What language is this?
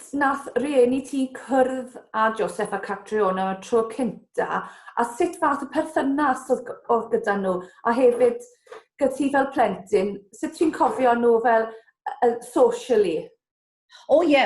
Welsh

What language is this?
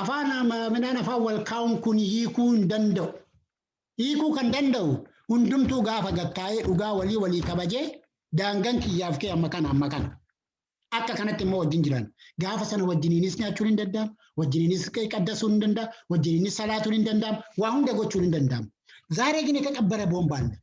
Oromo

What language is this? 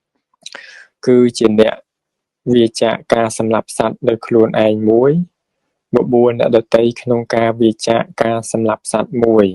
Khmer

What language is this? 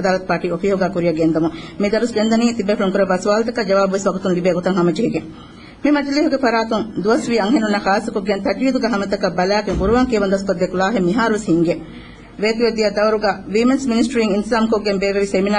Divehi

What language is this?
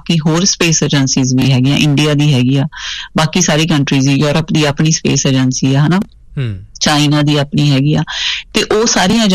Punjabi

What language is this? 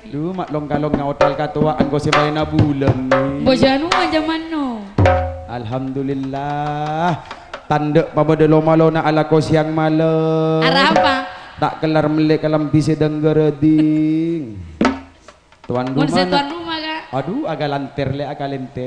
Madurese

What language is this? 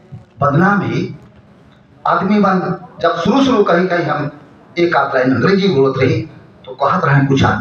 Sadri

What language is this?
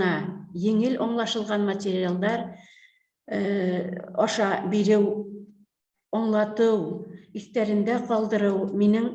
Bashkir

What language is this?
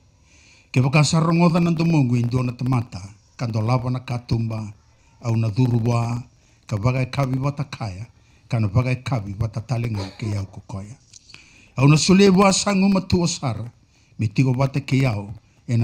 Fijian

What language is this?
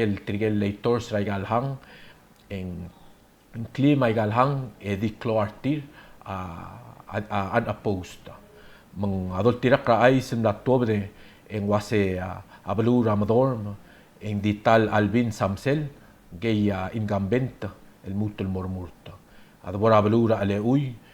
Palauan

